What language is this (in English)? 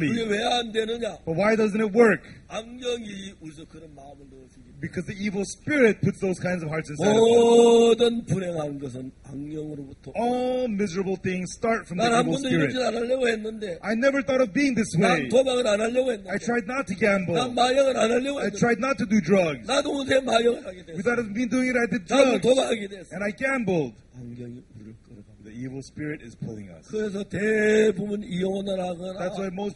Korean